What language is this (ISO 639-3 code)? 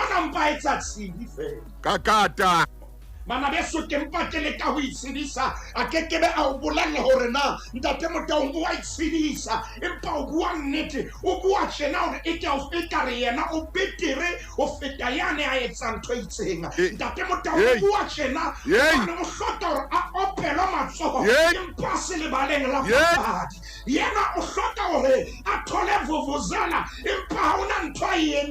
sot